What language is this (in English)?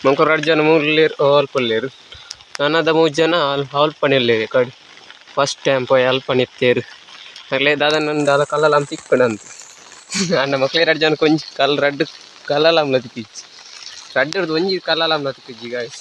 Tulu